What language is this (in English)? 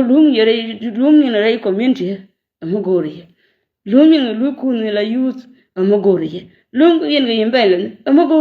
Nuer